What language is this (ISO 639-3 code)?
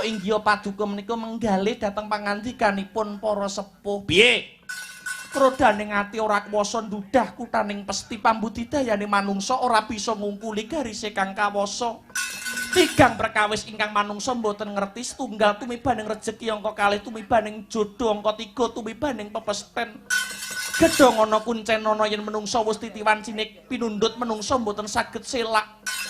jav